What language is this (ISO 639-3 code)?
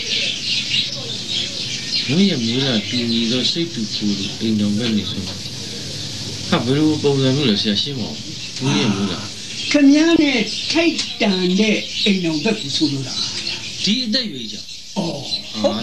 mya